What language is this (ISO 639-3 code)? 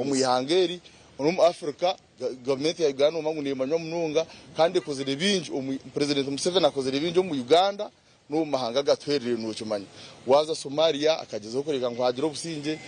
nyn